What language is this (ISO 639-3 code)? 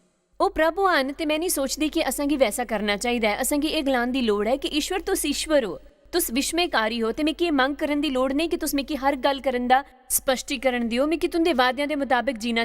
doi